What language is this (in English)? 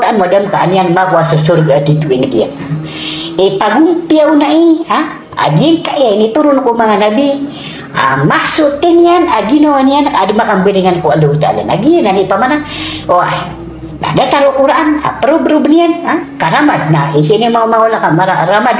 Maranao